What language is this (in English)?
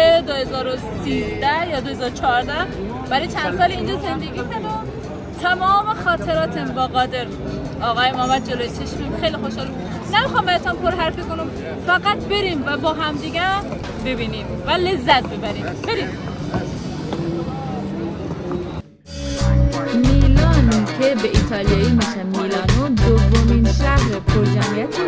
Persian